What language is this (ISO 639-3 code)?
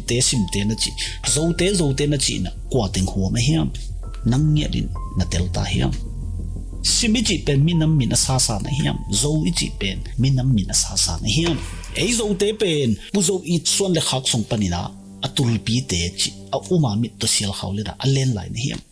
ctd